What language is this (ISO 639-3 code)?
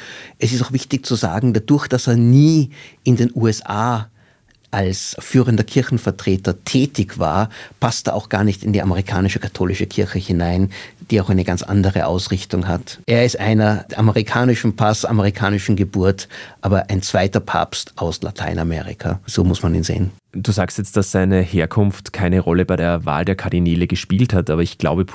deu